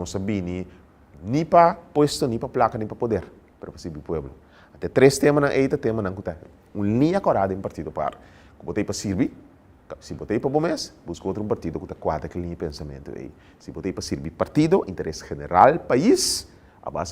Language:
Papiamento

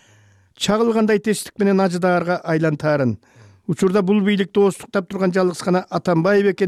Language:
Kyrgyz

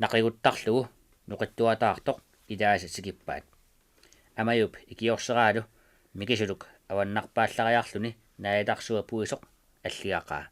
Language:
Kalaallisut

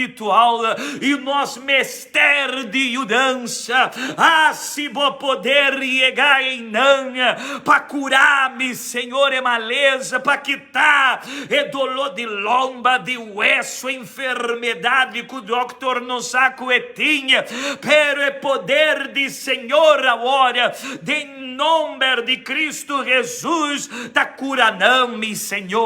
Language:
Papiamento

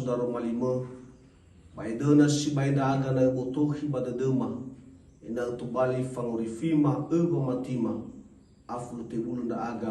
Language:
Nias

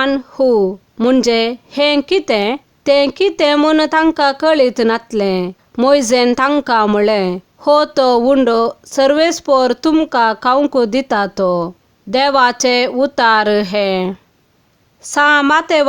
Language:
Konkani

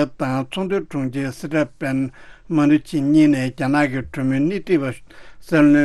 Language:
Tibetan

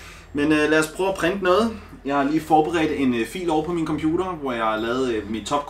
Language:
Danish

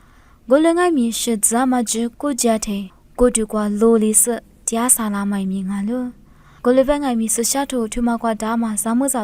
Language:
Lisu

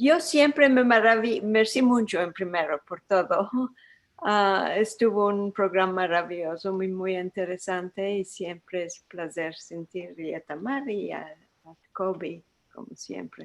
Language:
Ladino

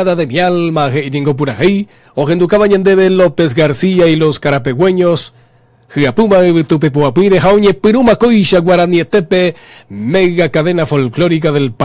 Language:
Guarani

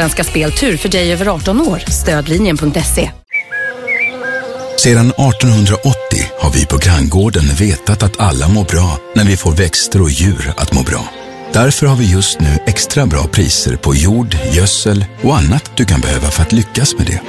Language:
Swedish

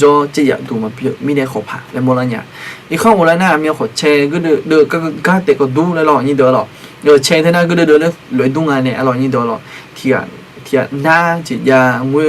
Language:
Akha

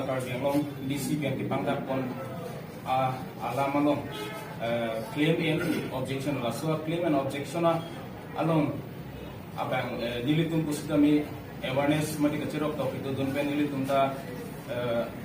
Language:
Karbi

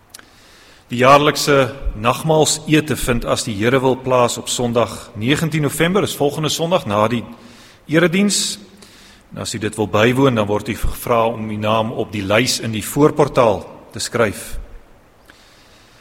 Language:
Afrikaans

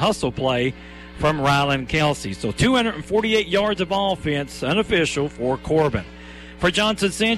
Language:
English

